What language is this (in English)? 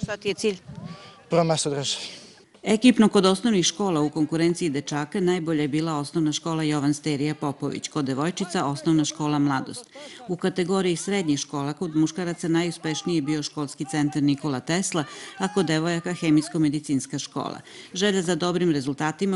Serbian